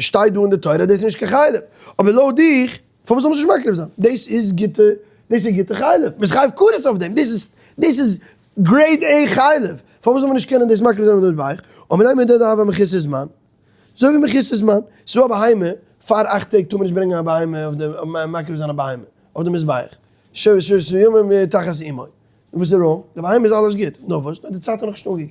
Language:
Yiddish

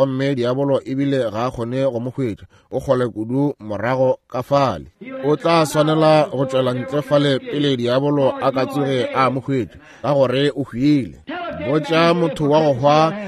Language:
Northern Sotho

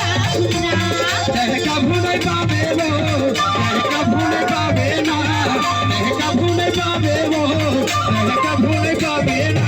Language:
Chhattisgarhi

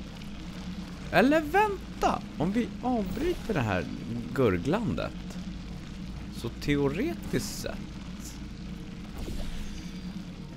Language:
Swedish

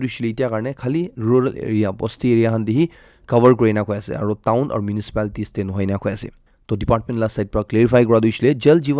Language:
Naga Pidgin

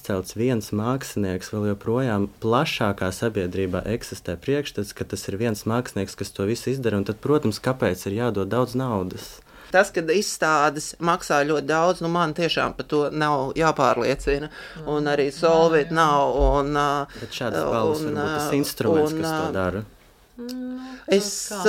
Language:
Latvian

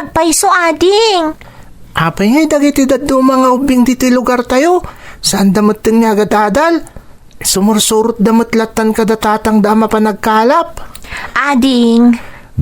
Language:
Iloko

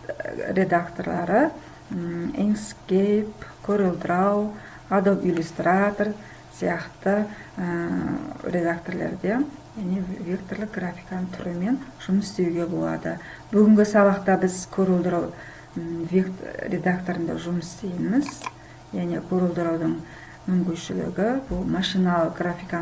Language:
Kazakh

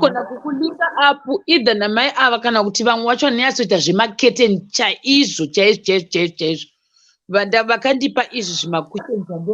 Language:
Shona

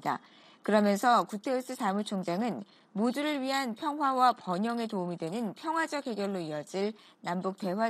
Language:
Korean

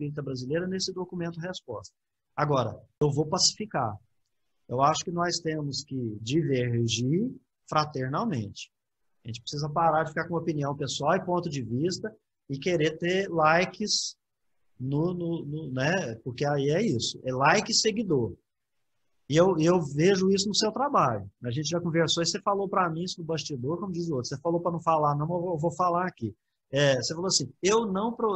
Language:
Portuguese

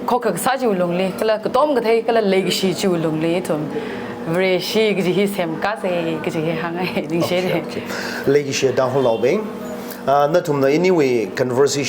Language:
Tangkhul Naga (India)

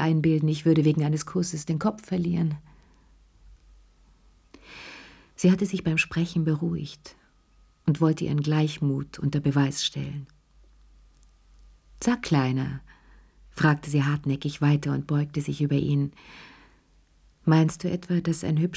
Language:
German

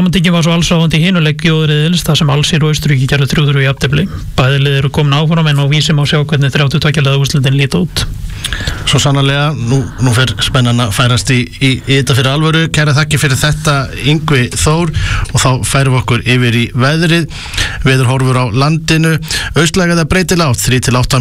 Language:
Icelandic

